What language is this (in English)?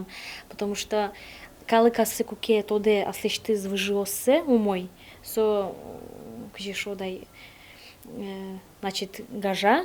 Udmurt